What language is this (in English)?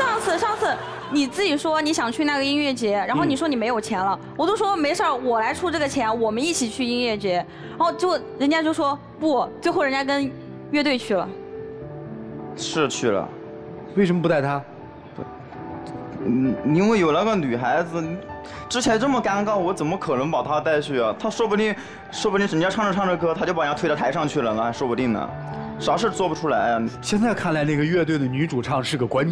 Chinese